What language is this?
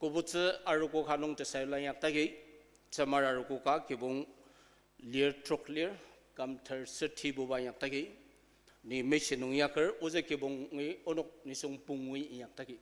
Ao Naga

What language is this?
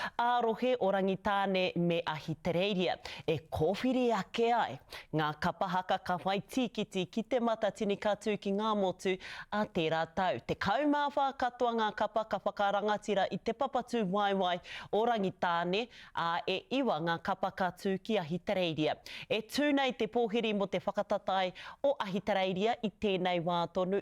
Māori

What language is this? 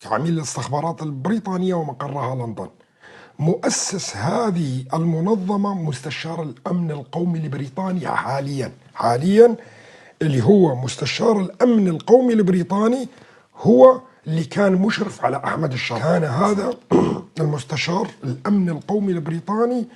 North Levantine Arabic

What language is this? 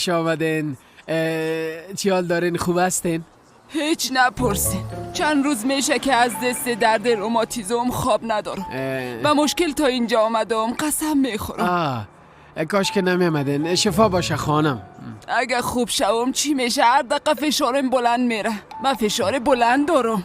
Persian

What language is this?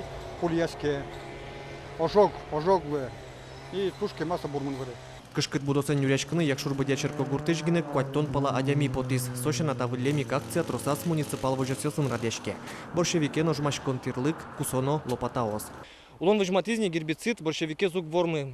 Udmurt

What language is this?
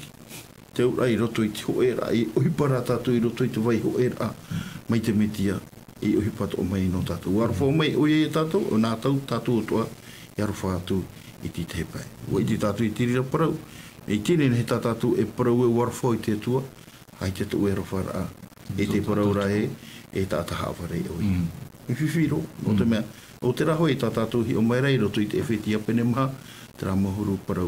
Tahitian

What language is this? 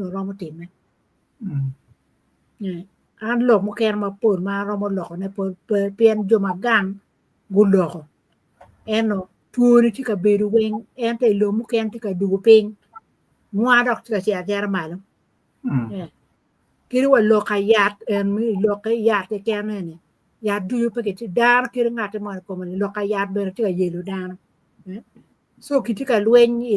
Acoli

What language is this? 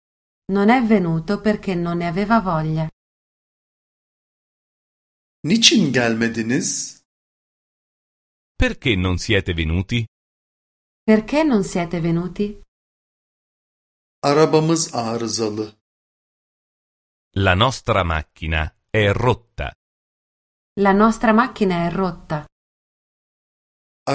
Italian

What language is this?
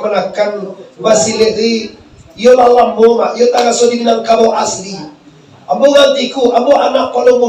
Minangkabau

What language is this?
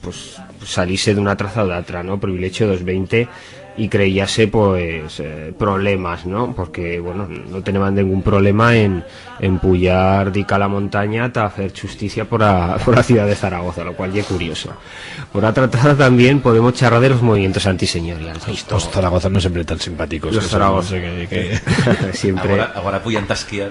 Aragonese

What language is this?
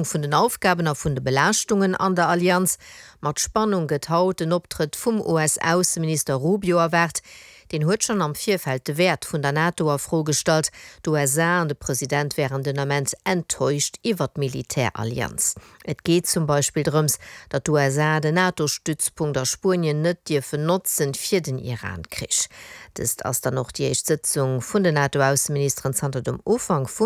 Luxembourgish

